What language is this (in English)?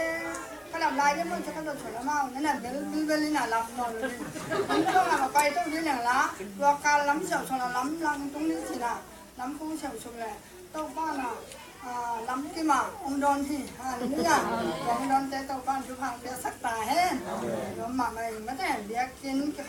Tedim Chin